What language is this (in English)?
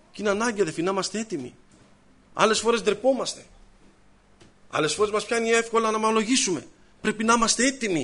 Greek